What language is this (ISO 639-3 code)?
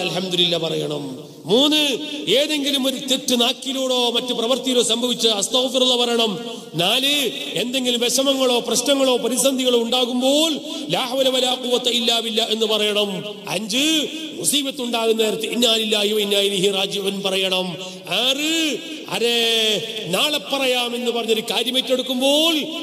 mal